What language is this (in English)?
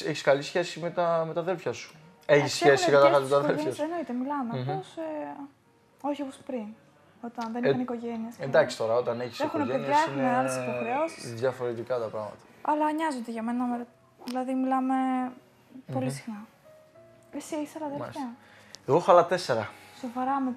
Greek